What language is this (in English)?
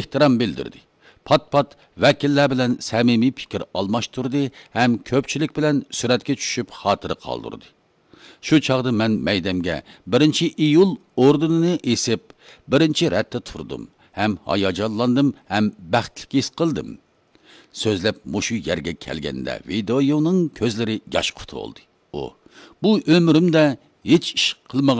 Uyghur